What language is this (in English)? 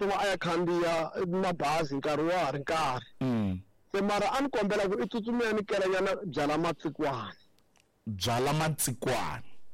Tsonga